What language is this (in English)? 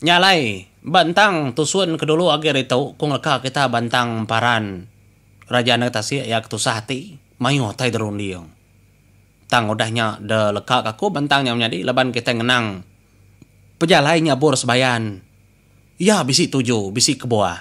Iban